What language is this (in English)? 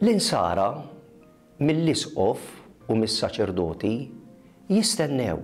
Maltese